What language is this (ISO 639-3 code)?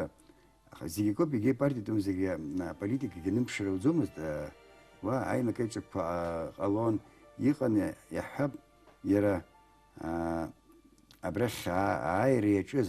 abk